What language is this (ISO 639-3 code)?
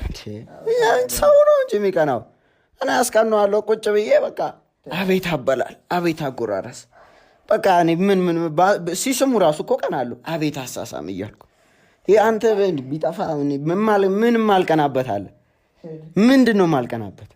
amh